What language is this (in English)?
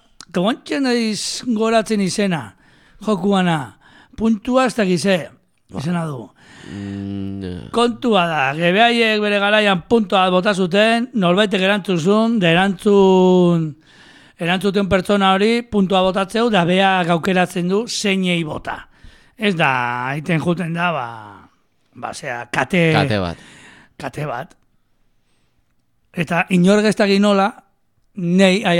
Basque